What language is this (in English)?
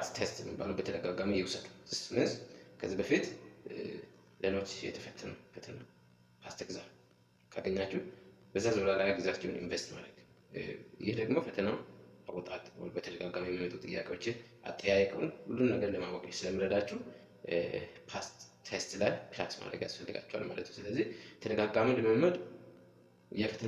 Amharic